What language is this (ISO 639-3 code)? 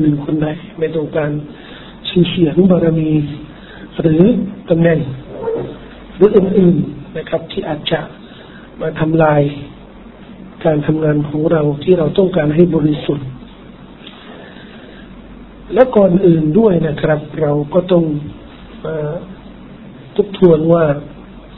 tha